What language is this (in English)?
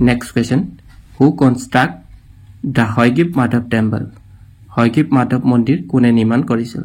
Assamese